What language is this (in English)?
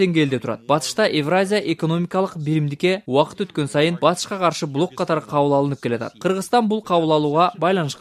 Kyrgyz